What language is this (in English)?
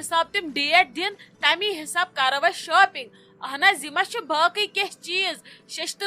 Kashmiri